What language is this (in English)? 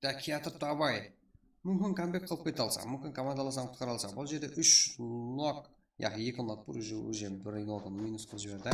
Kara-Kalpak